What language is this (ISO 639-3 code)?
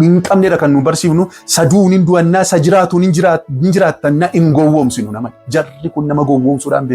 orm